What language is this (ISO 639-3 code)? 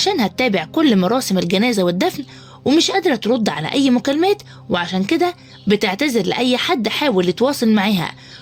arz